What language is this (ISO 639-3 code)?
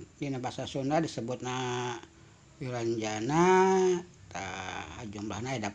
sun